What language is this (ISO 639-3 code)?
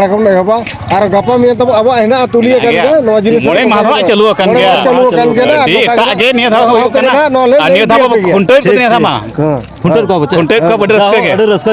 sat